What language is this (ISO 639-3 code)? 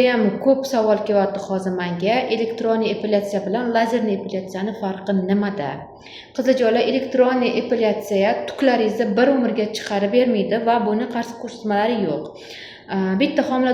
uzb